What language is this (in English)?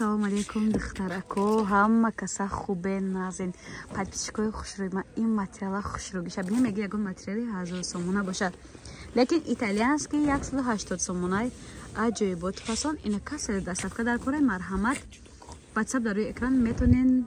Tajik